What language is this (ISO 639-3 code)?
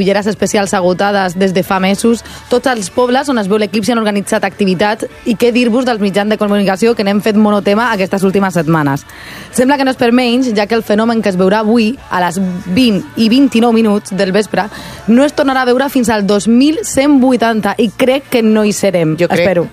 cat